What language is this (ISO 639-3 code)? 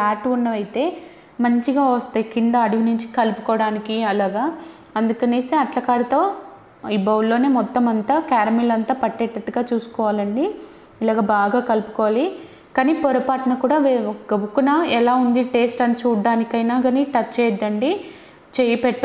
tel